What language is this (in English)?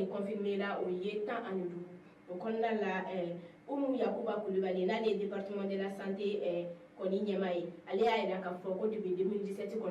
Bambara